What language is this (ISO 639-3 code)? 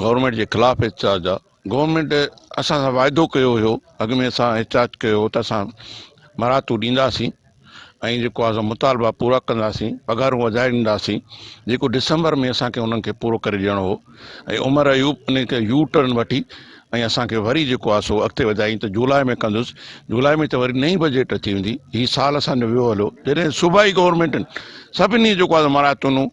snd